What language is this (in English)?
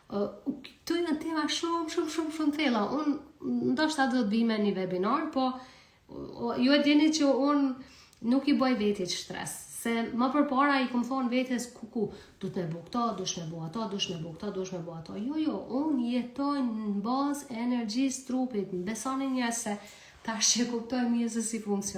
Albanian